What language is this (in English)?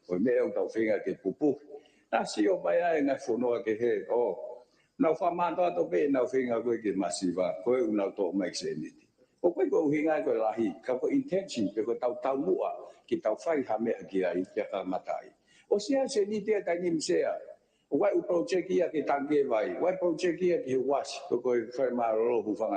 Tongan